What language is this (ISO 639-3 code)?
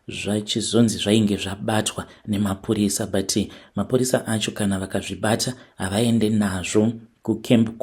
sna